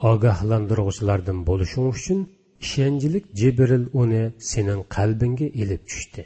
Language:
Uyghur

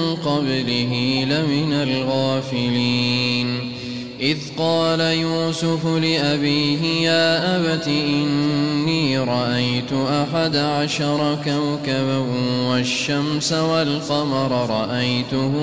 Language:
Arabic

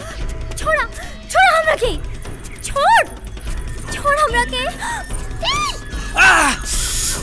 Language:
Bhojpuri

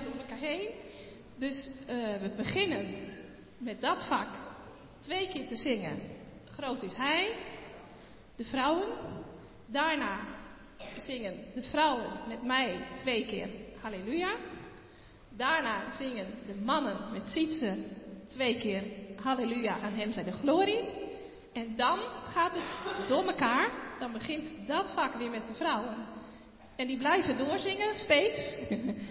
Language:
Dutch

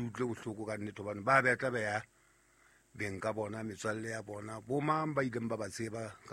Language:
Southern Sotho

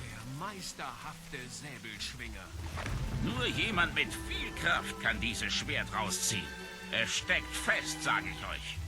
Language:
Swiss German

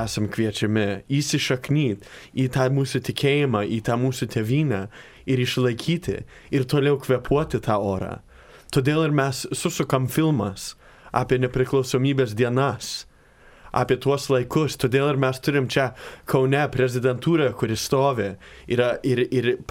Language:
Lithuanian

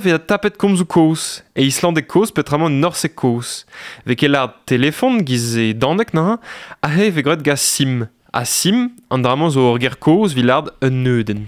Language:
Breton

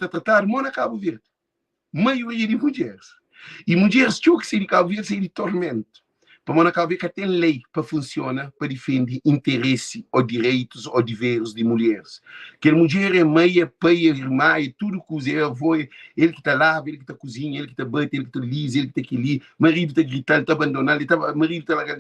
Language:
Kabuverdianu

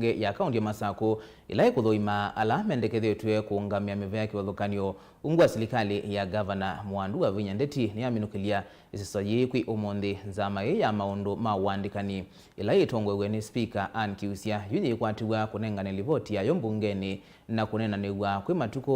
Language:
Kamba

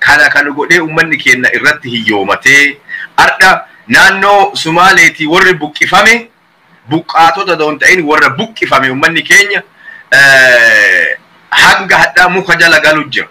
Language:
Oromo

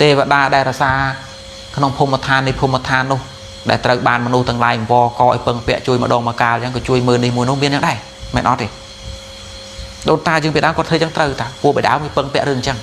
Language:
Khmer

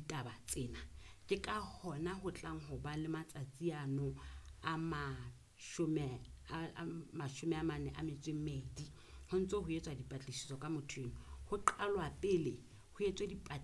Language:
Southern Sotho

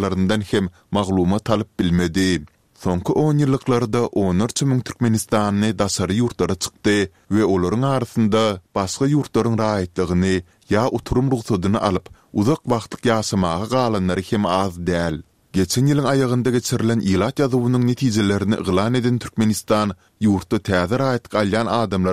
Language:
Turkmen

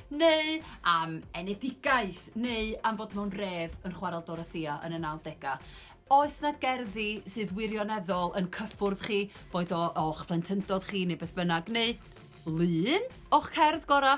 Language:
Welsh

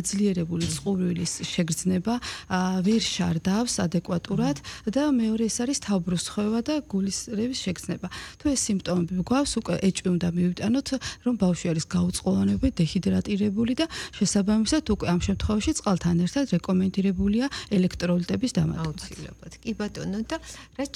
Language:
Georgian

